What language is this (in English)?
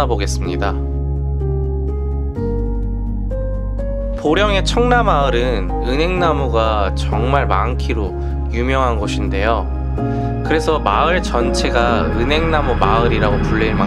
Korean